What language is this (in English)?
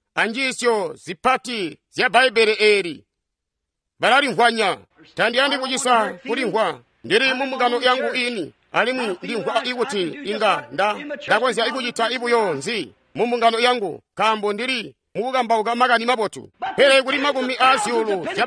Tonga (Zambia)